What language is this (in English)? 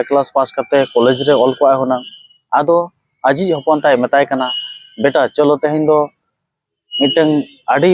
Santali